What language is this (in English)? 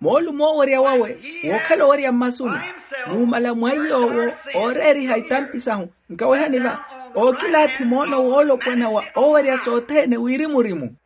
Makhuwa